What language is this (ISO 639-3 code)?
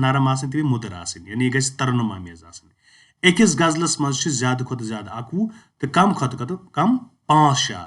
kas